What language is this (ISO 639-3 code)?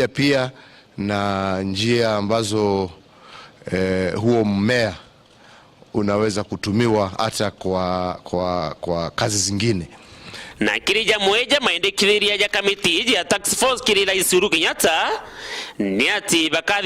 mer